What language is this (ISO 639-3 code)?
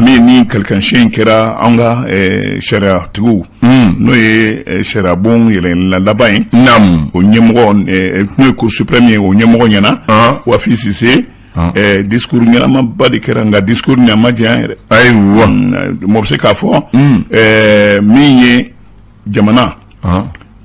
bam